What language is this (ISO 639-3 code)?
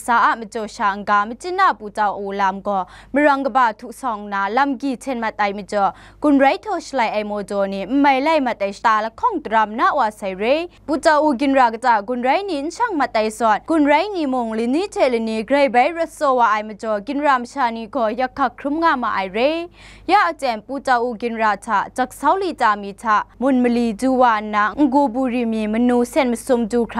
kac